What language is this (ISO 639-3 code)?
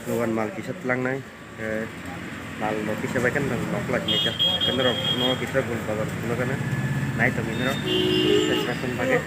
trp